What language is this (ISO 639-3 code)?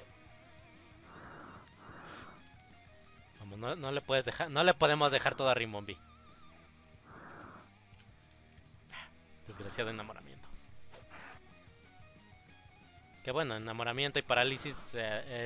spa